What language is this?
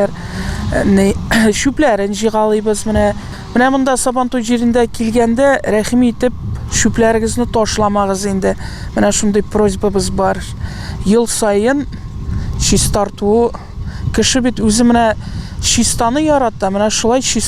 Tatar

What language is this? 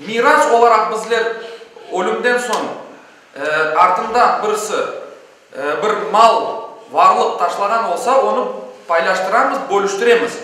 Crimean Tatar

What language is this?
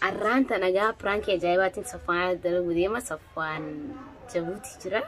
Oromo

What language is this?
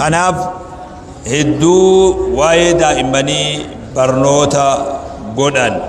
Oromo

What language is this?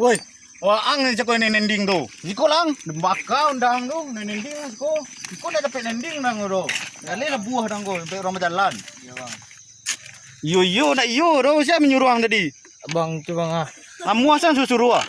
Minangkabau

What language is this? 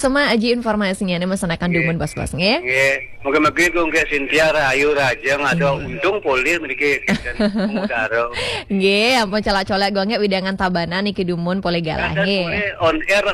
Balinese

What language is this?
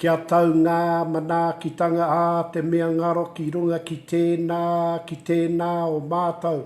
Māori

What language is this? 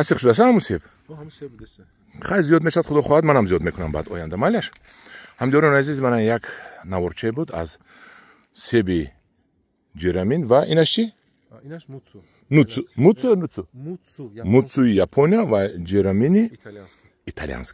Tajik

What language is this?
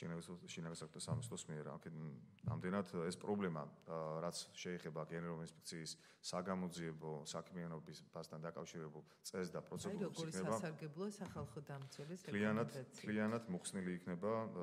Georgian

